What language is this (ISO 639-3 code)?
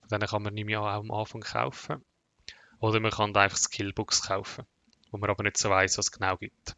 gsw